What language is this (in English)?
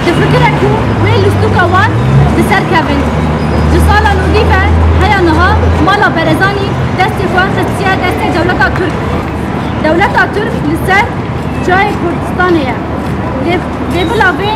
Kurdish